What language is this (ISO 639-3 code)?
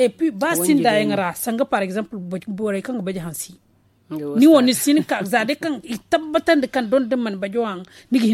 dje